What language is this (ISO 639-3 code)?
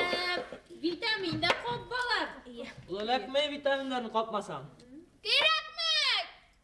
bak